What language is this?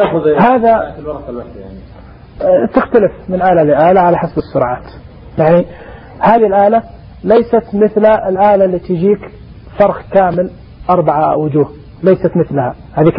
Najdi Arabic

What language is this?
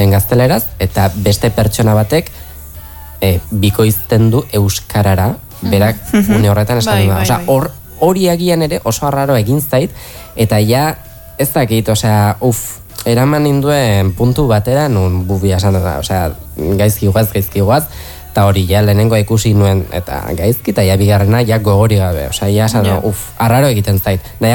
Basque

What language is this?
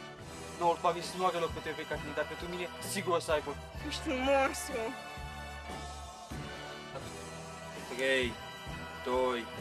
Romanian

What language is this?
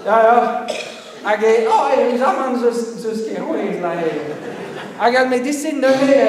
Breton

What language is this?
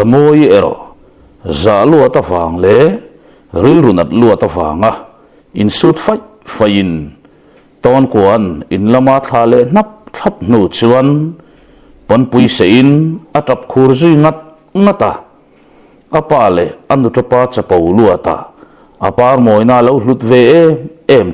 Mizo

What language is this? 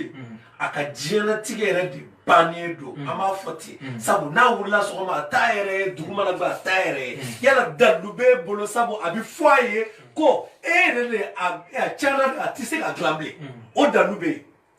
Bambara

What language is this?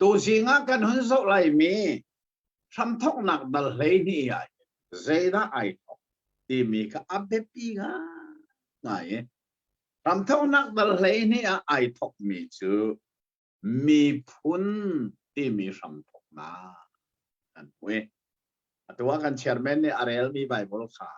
Hakha Chin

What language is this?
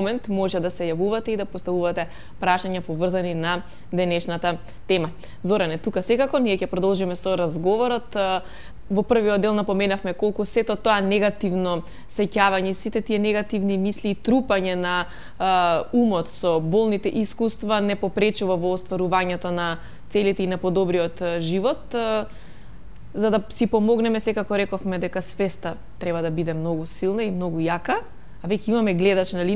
Macedonian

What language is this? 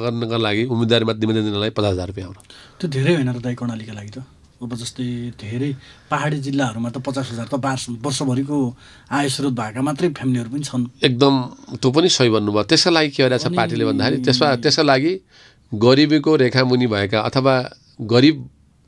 Nepali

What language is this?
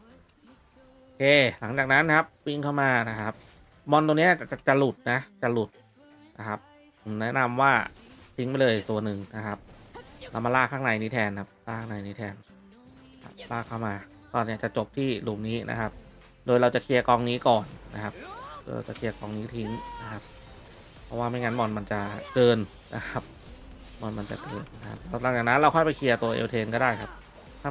Thai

